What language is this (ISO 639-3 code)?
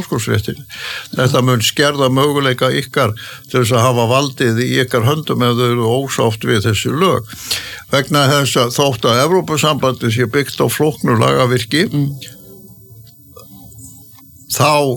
isl